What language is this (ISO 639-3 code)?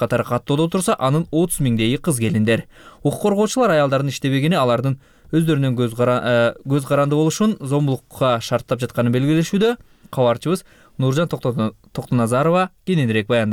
kir